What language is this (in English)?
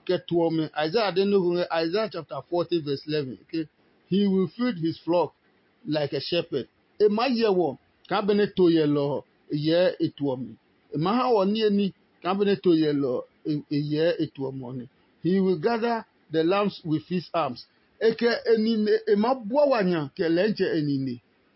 Adangme